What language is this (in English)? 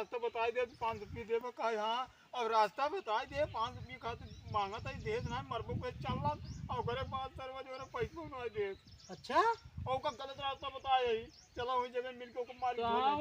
Awadhi